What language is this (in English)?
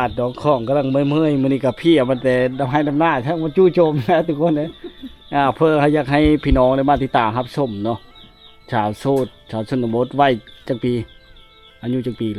Lao